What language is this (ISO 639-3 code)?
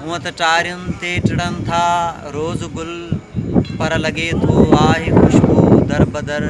snd